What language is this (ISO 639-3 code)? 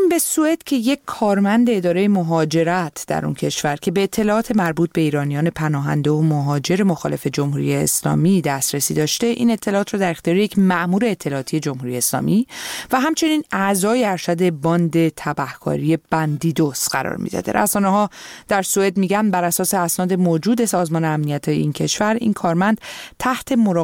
fas